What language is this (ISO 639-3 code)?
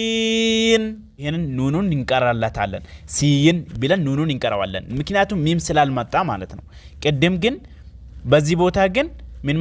amh